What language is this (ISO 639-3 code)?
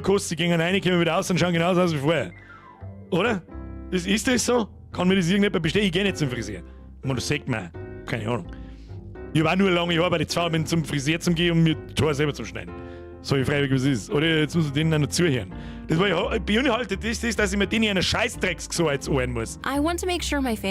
bar